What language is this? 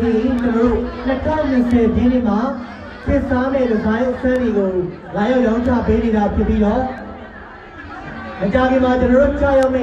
Burmese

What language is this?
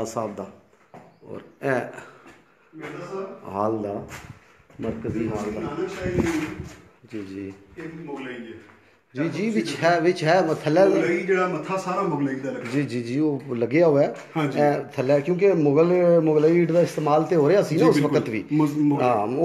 Punjabi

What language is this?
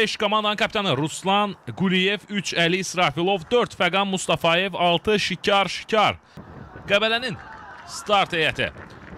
Azerbaijani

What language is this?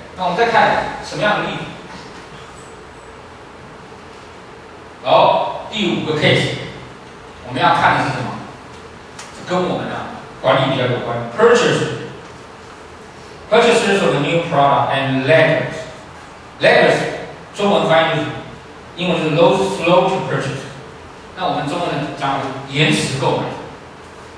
Chinese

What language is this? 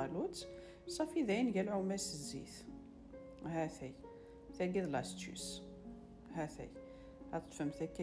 Kabyle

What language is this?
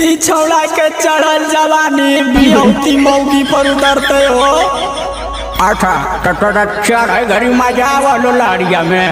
Magahi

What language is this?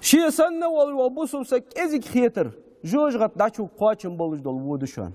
Ingush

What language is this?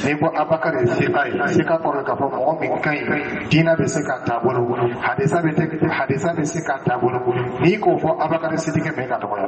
Dyula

